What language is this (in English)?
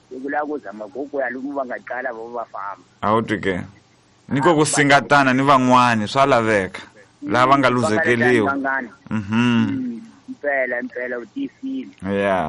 Tsonga